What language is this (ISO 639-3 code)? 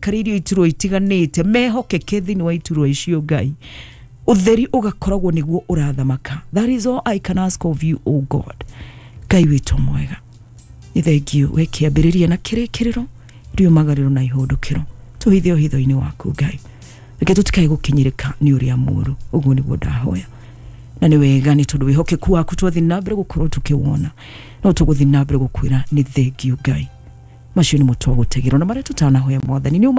kik